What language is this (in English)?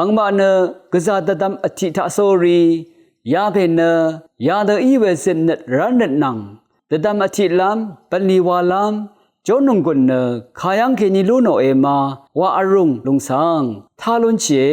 Rawang